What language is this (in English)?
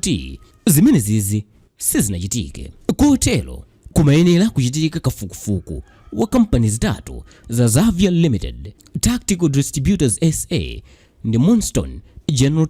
Nyanja